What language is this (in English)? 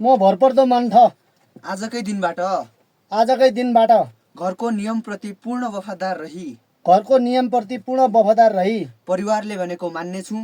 Nepali